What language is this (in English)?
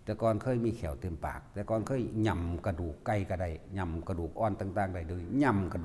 Northeastern Thai